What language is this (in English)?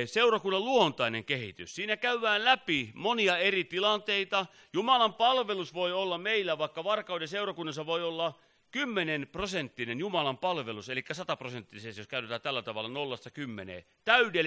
Finnish